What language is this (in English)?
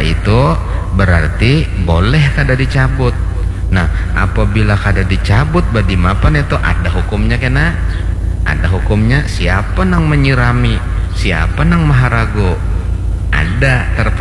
Banjar